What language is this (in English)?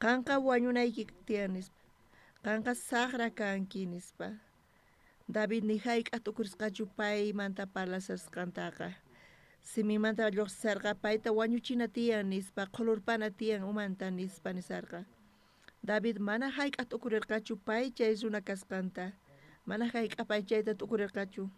South Bolivian Quechua